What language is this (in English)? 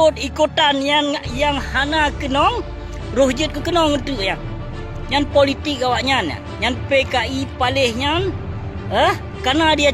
Achinese